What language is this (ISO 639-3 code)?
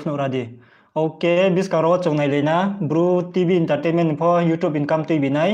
ria